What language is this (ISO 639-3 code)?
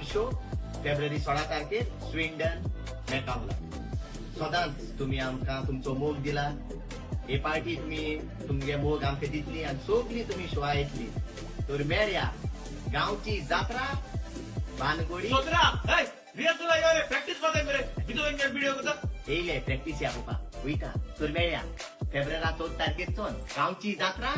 kok